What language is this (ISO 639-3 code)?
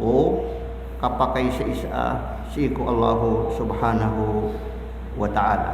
mrw